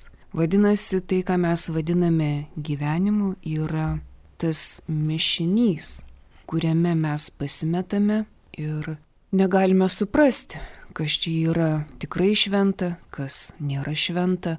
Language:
Lithuanian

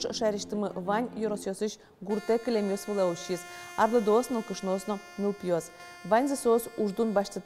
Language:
Udmurt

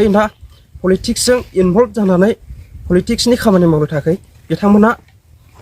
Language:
Bodo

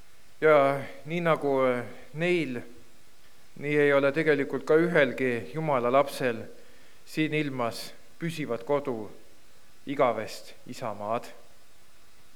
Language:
Estonian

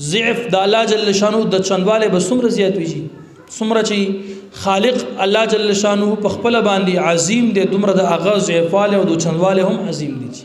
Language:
Pashto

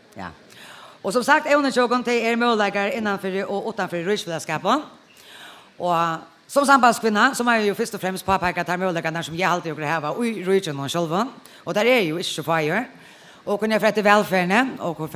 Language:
Faroese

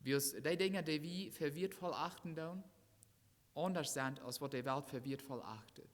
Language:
Plautdietsch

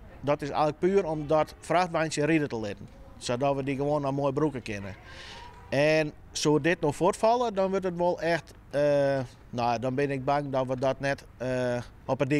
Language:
Western Frisian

